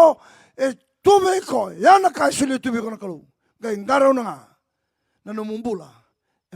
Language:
Fijian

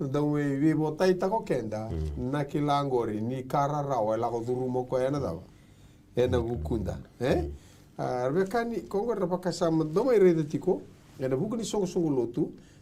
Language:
Fijian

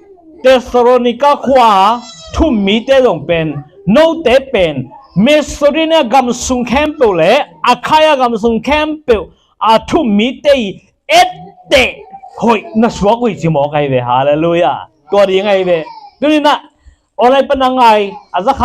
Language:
Tedim Chin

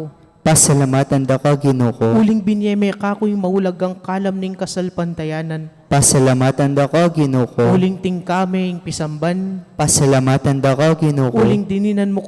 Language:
Pampanga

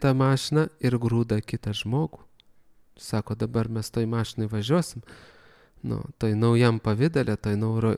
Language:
Lithuanian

